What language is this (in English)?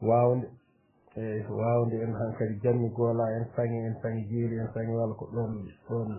Fula